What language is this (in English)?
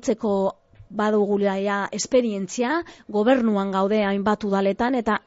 Basque